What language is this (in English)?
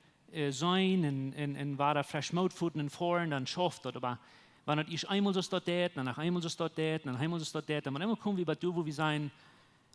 Plautdietsch